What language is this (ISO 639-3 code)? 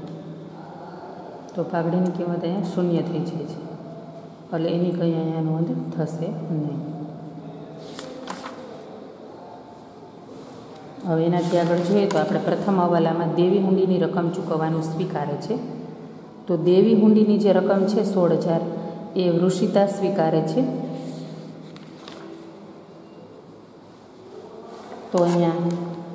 guj